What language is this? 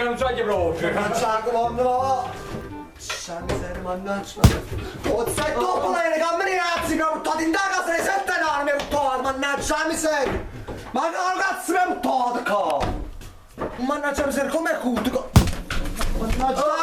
Neapolitan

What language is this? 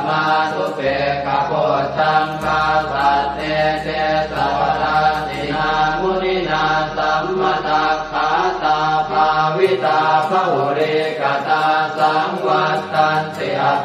Pali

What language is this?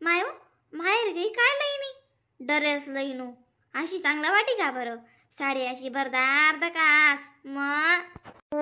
Khandesi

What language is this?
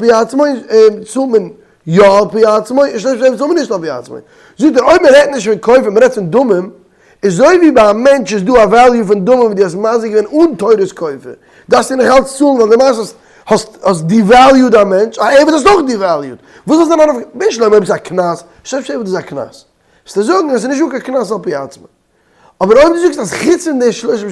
Yiddish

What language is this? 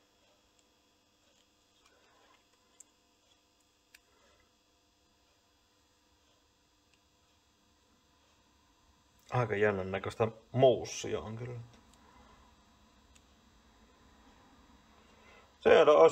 Finnish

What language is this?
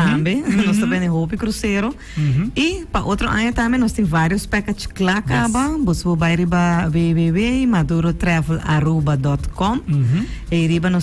Papiamento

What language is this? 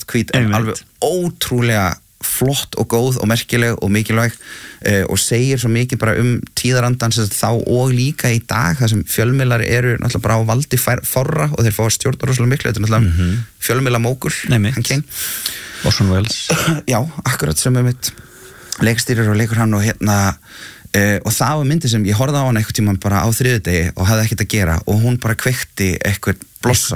Icelandic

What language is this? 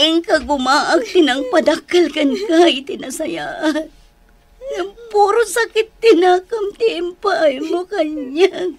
Iloko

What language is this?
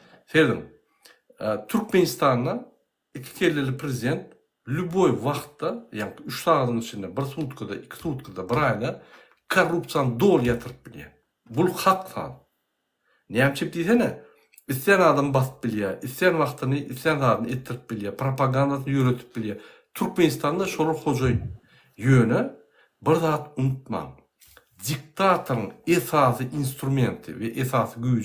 Turkmen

